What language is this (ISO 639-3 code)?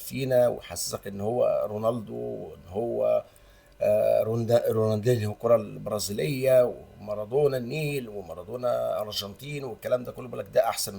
arz